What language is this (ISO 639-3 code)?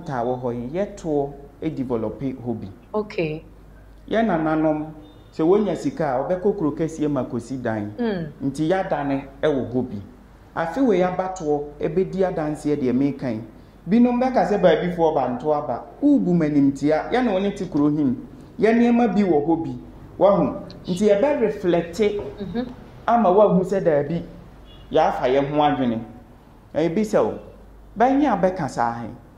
aka